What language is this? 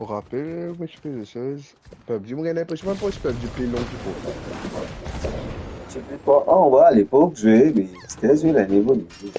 Morisyen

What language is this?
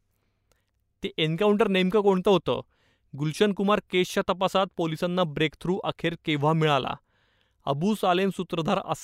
Marathi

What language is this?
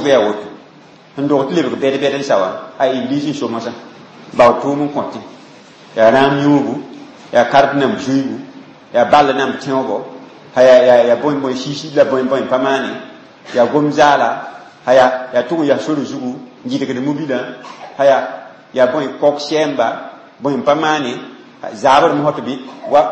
Mossi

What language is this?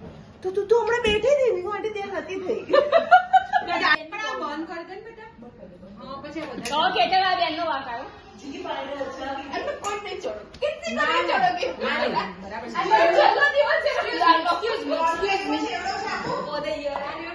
Gujarati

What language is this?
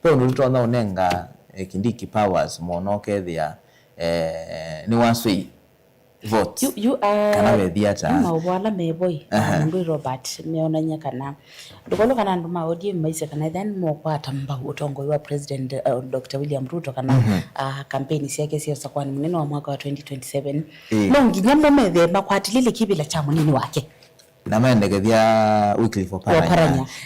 Kamba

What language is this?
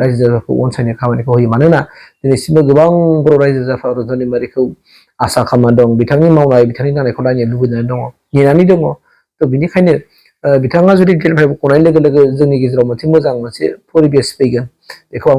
Bodo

